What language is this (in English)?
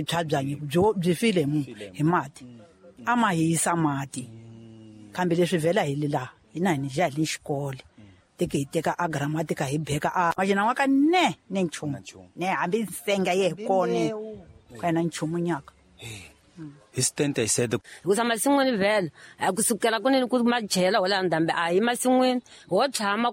Tsonga